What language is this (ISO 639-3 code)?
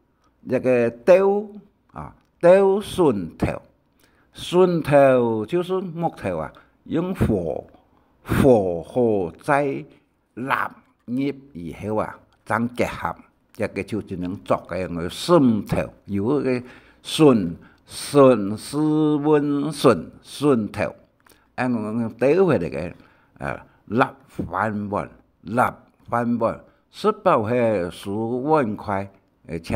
hak